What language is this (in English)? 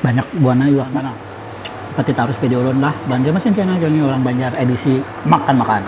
Banjar